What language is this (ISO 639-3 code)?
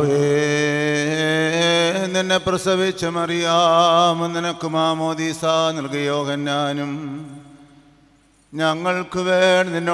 mal